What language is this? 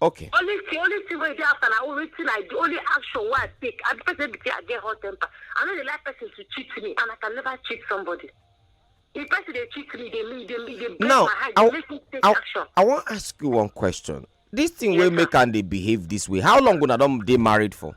Nigerian Pidgin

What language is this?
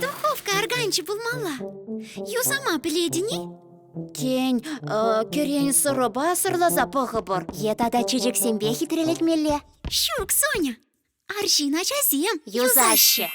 Chuvash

